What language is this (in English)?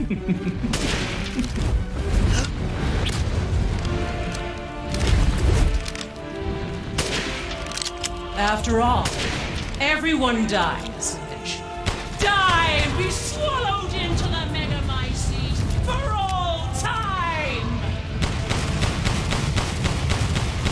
English